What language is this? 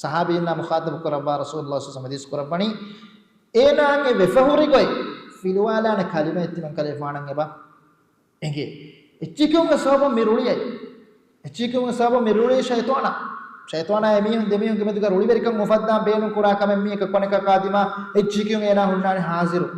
Divehi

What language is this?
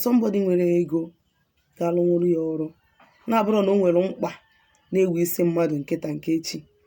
Igbo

